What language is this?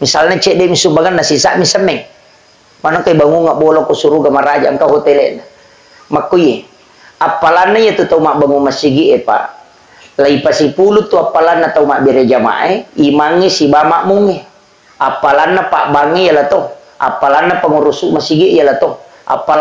Buginese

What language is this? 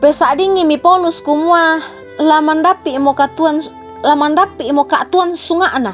Toraja-Sa'dan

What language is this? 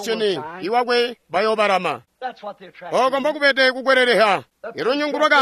Tonga (Zambia)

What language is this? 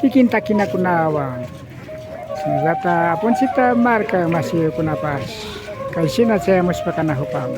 Imbabura Highland Quichua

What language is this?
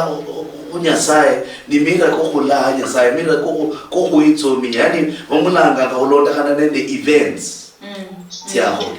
Luyia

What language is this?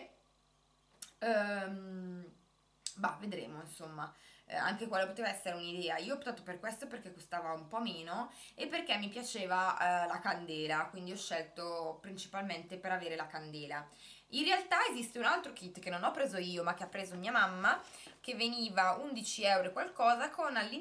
Italian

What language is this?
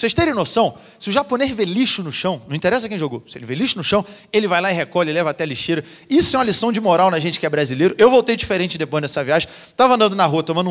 Portuguese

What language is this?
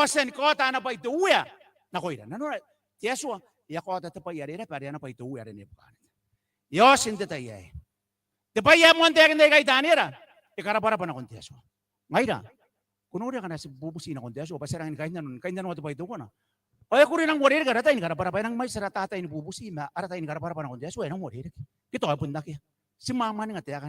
Gilbertese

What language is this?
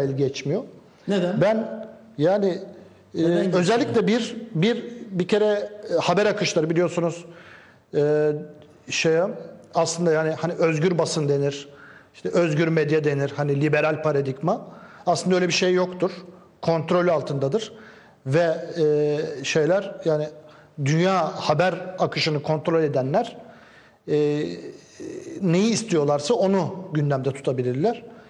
Turkish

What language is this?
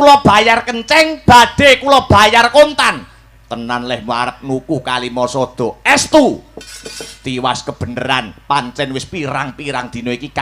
Javanese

